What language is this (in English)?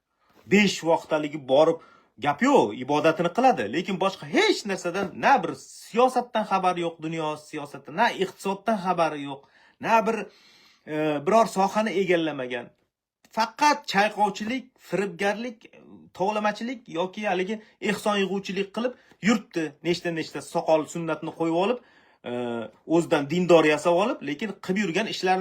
Uzbek